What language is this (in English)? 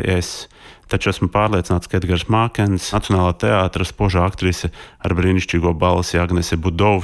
Latvian